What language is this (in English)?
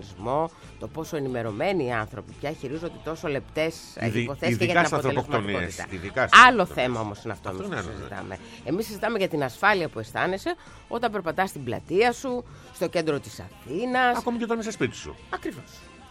Greek